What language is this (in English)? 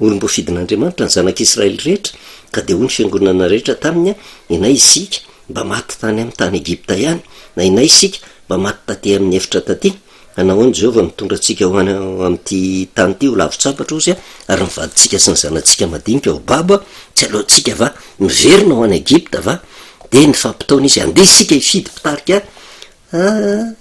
Malagasy